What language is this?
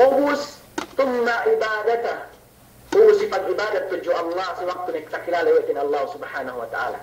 Yakan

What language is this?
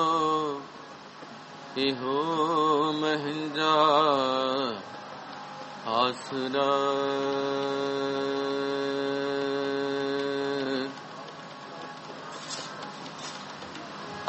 Punjabi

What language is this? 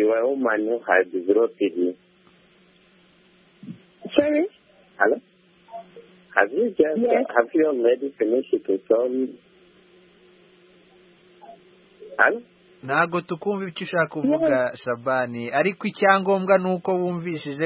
Kinyarwanda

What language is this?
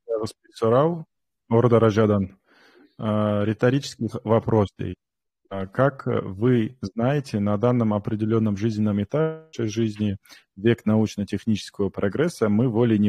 Kumyk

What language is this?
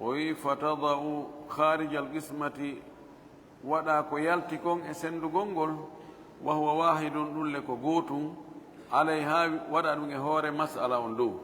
Fula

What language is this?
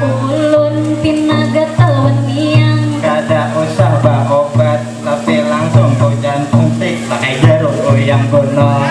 Banjar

